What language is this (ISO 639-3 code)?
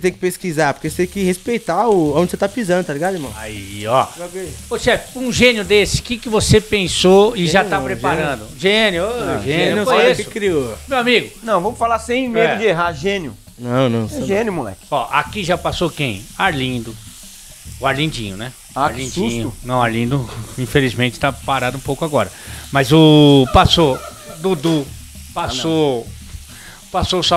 por